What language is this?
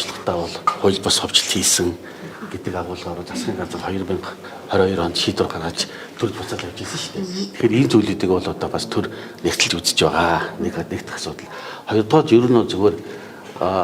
Mongolian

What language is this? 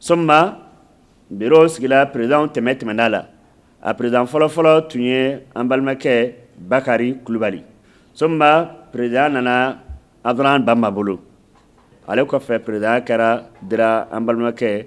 Bambara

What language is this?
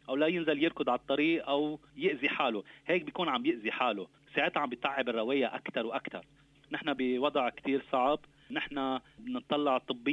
North Levantine Arabic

